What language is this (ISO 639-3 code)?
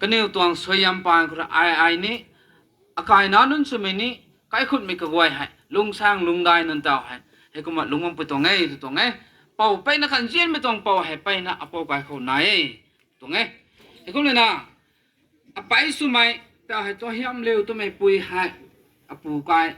nbu